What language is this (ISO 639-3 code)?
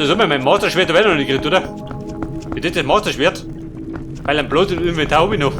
bar